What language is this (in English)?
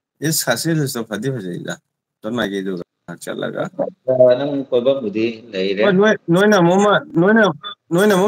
Manipuri